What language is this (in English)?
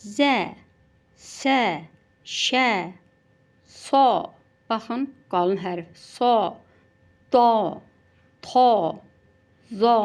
Azerbaijani